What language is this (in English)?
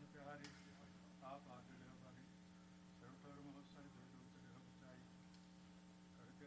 Punjabi